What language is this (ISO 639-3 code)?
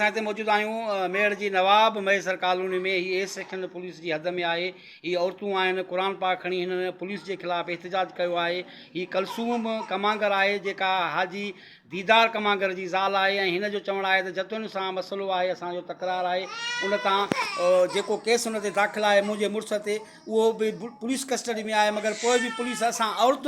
snd